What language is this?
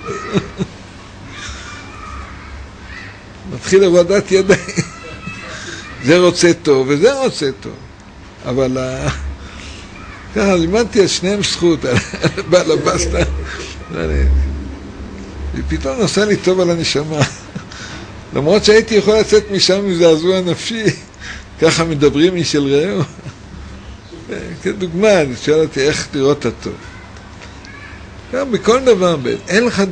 Hebrew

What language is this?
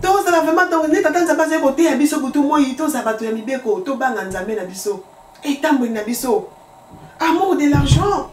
Lingala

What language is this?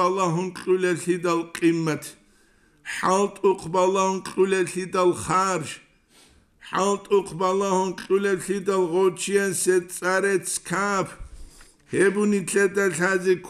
Avaric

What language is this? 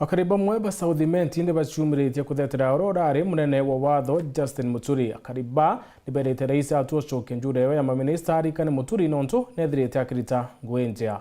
Meru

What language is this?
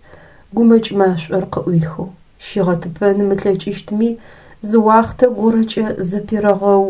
Adyghe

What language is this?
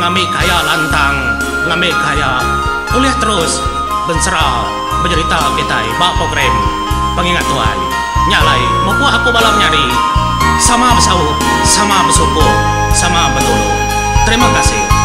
Iban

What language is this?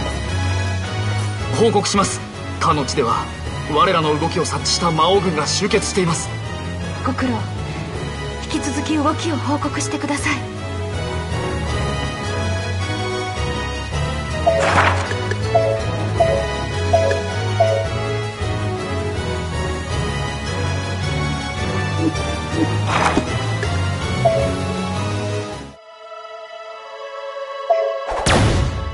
Japanese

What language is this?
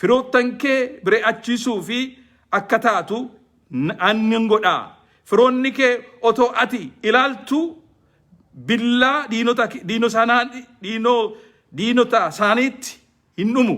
Oromo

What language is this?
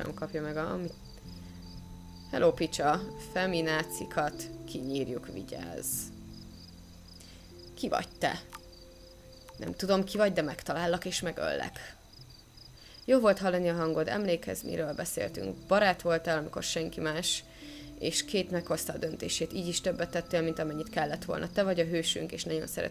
Hungarian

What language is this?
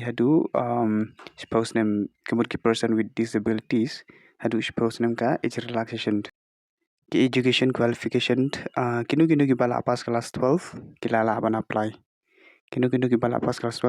Khasi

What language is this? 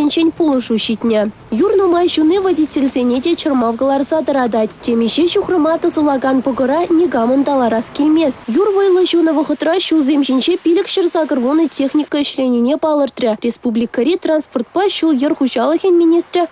Chuvash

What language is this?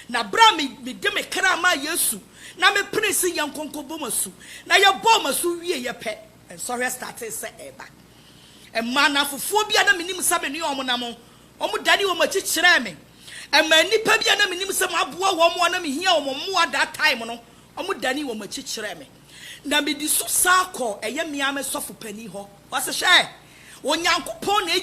Akan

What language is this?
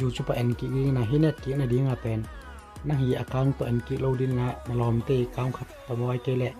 Tedim Chin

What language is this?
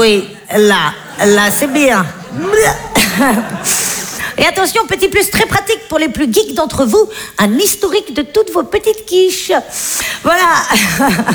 French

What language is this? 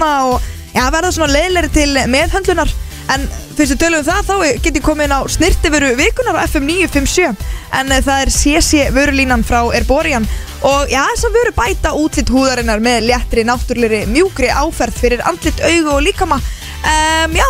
Icelandic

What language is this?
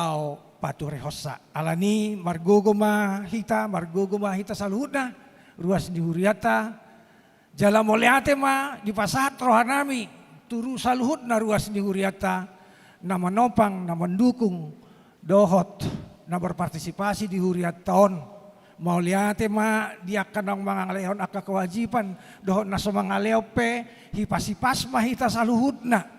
Batak Toba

